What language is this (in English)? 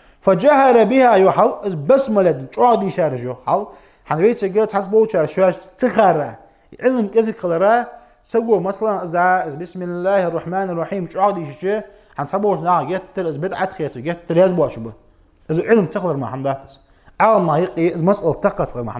Ingush